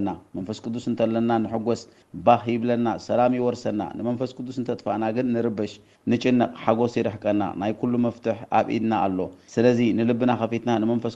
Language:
Tigrinya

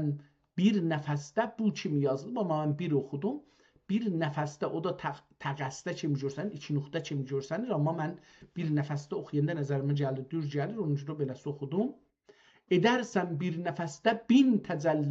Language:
South Azerbaijani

